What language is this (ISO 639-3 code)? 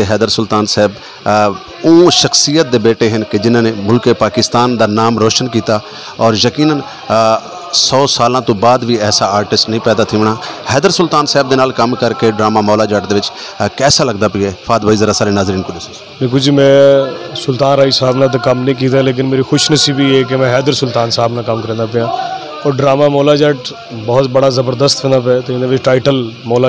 skr